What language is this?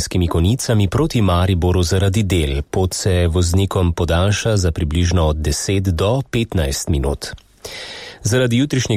Slovenian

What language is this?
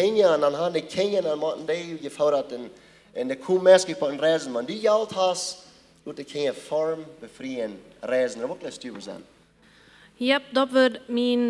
Plautdietsch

